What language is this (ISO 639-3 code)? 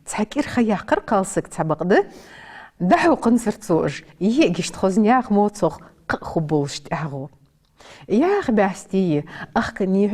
inh